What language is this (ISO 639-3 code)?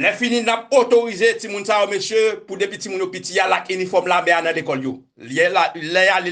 hat